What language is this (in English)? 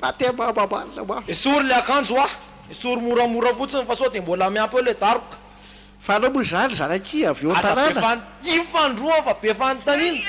Malagasy